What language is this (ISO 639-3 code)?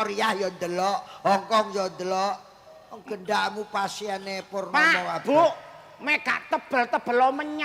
jav